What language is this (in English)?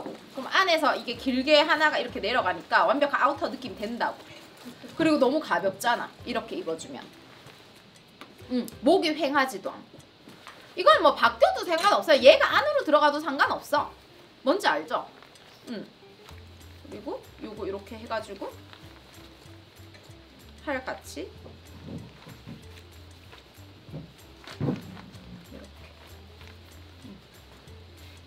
Korean